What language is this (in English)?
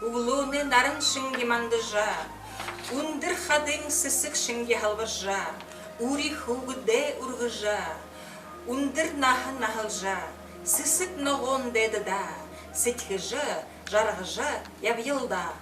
Buriat